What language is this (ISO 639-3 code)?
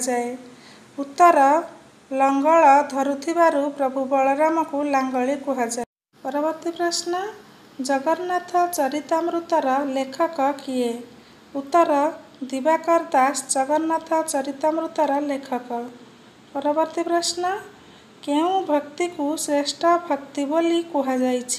ori